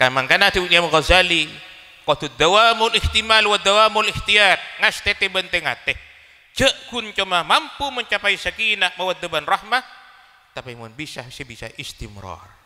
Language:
Madurese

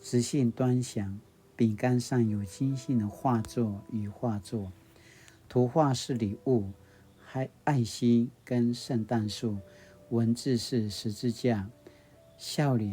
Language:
Paiwan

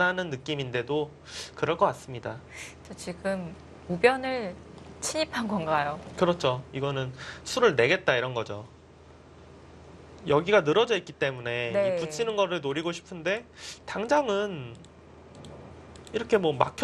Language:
Korean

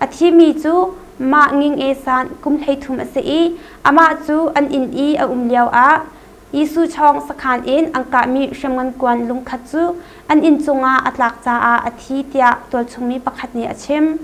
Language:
Hakha Chin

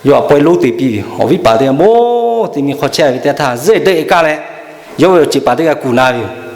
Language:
Lahu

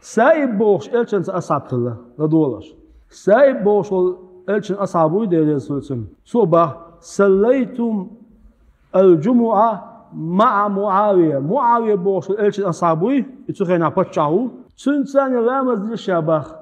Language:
Chechen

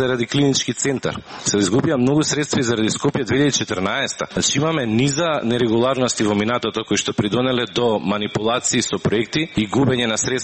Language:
Macedonian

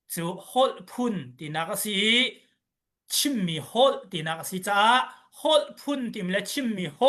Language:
Hakha Chin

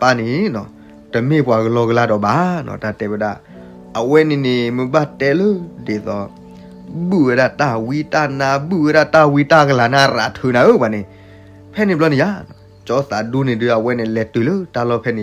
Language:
S'gaw Karen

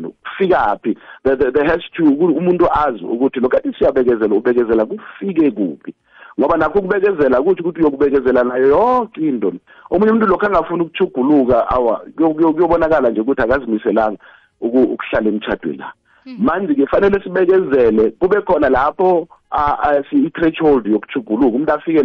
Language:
South Ndebele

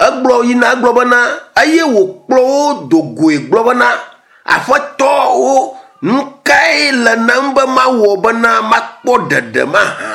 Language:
Ewe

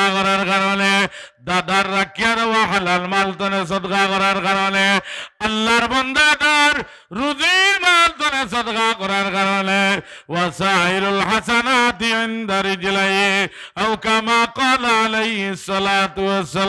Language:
Sylheti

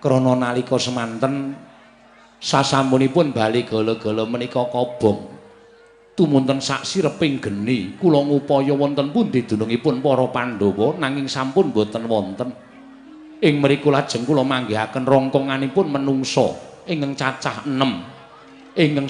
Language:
Javanese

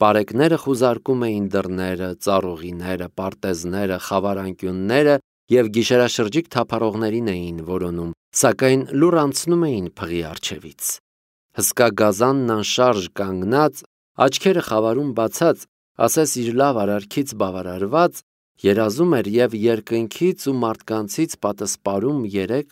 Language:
Armenian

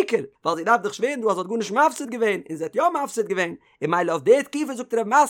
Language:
Yiddish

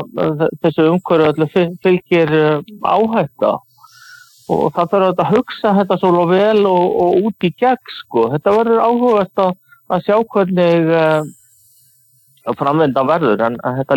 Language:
Icelandic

